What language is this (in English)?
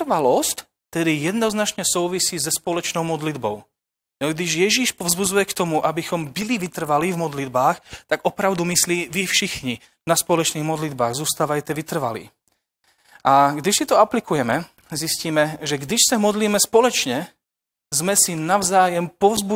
Czech